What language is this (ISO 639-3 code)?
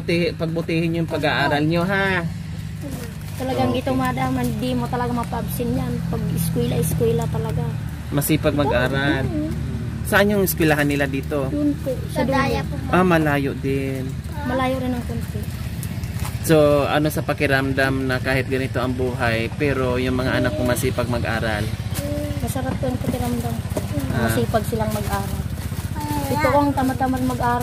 fil